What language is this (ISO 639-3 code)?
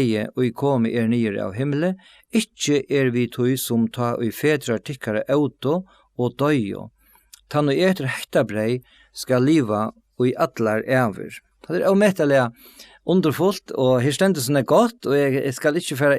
fao